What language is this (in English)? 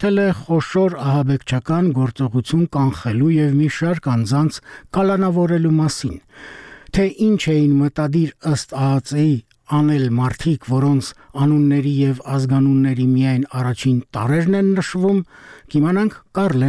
Armenian